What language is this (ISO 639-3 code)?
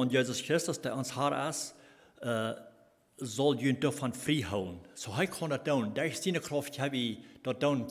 pdt